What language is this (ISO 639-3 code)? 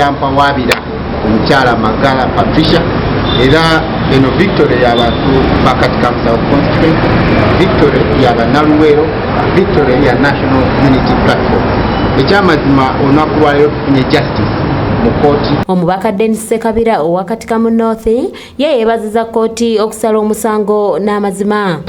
lug